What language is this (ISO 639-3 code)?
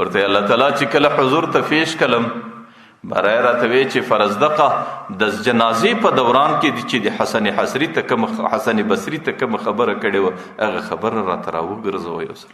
pus